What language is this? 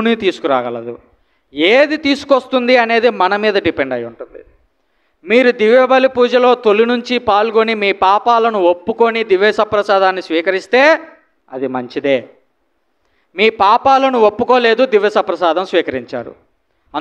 Telugu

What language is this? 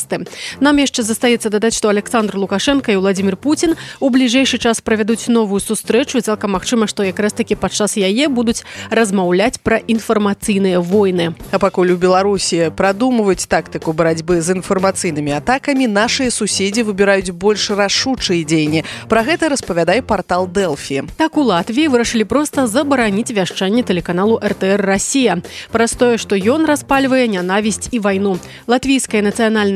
Belarusian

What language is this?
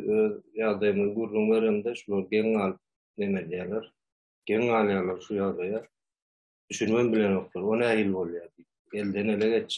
Turkmen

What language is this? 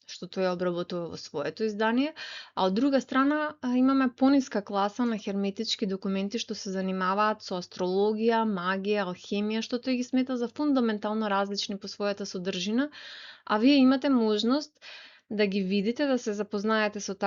Macedonian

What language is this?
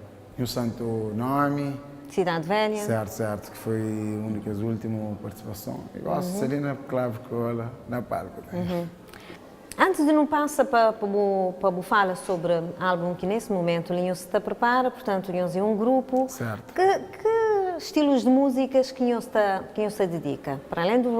Kabuverdianu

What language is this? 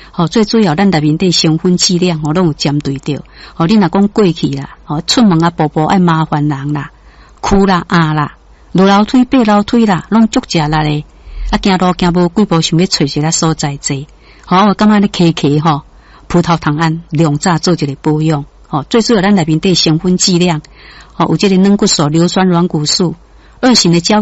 Min Nan Chinese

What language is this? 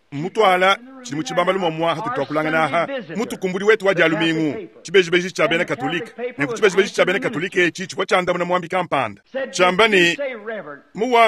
Luba-Lulua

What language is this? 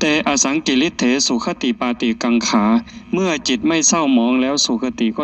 Northeastern Thai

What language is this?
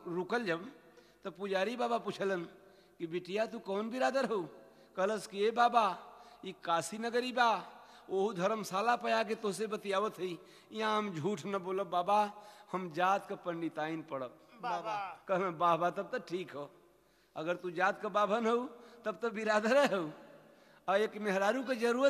Bhojpuri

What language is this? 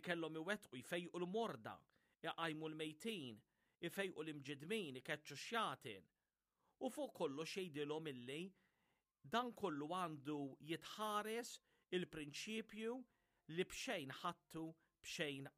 Maltese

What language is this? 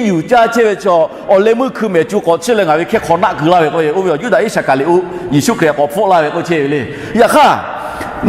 Lahu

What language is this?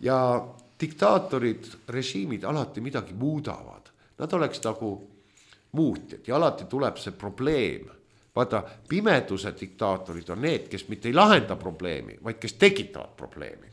Estonian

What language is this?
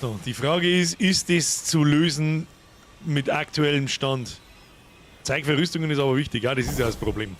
Bavarian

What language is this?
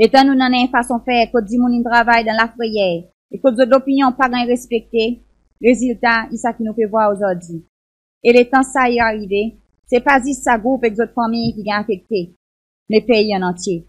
Seselwa Creole French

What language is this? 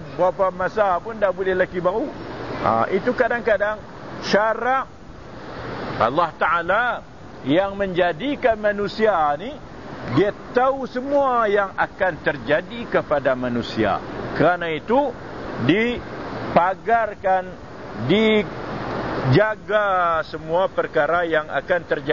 Malay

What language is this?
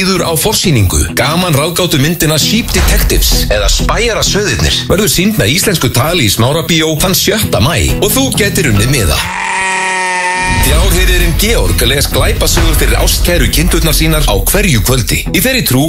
Icelandic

